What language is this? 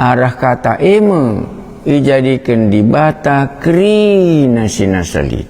Batak Karo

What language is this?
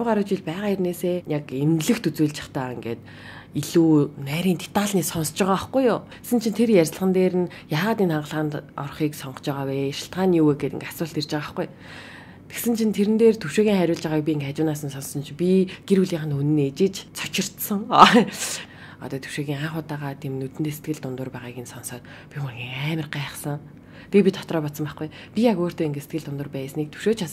Mongolian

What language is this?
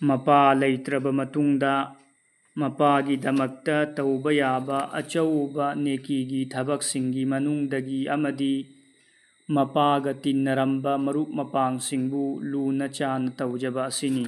Manipuri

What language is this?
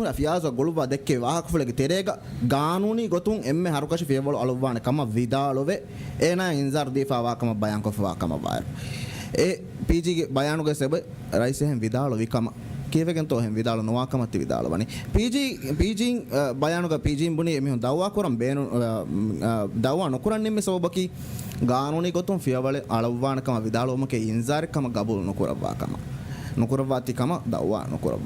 Divehi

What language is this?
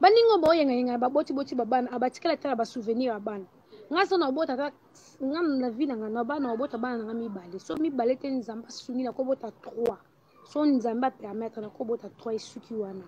Lingala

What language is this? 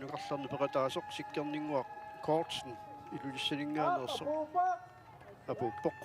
Kalaallisut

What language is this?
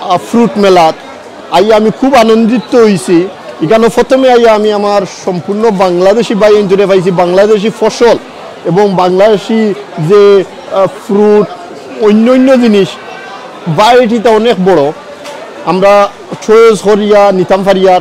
Sylheti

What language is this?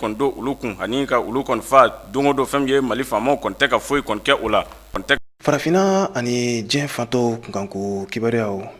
Bambara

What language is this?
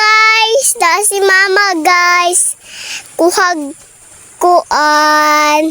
Cebuano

